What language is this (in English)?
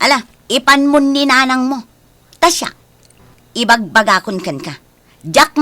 Iloko